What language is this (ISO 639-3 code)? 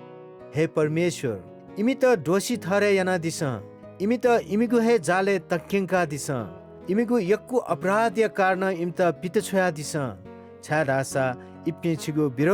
new